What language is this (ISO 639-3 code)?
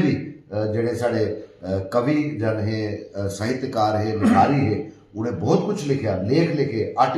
doi